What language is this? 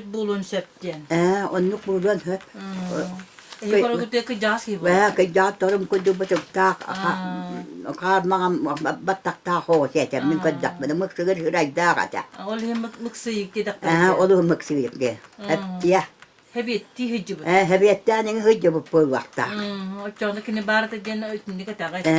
Yakut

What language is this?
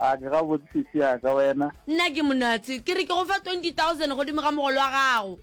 Northern Sotho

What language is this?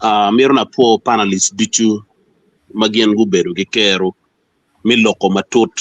Acoli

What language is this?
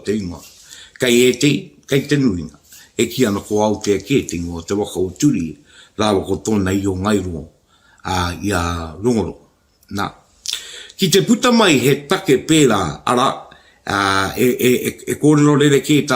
Māori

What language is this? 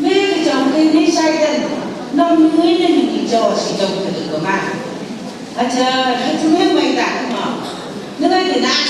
Phom Naga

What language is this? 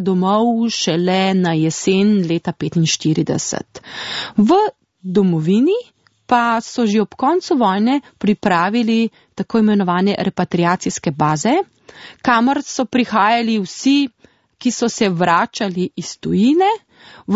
Slovenian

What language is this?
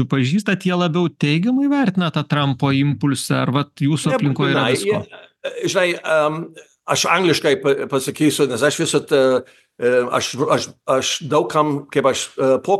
Lithuanian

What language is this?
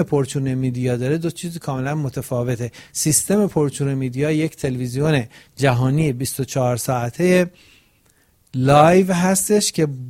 Persian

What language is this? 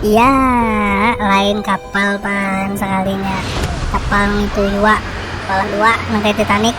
Banjar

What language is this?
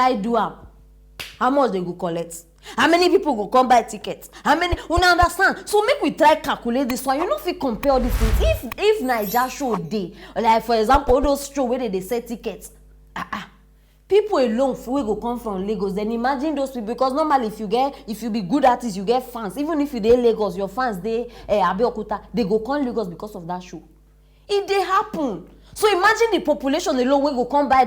Nigerian Pidgin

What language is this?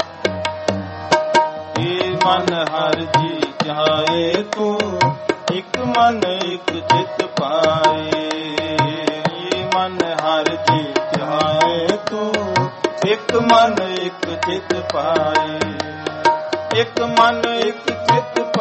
Punjabi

